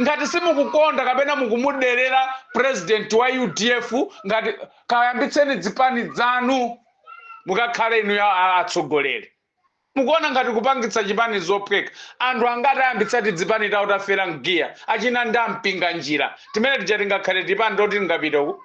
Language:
Nyanja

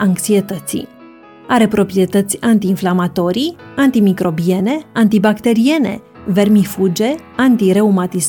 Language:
Romanian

